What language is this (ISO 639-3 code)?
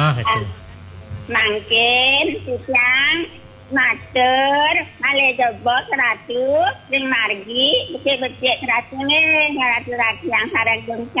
ban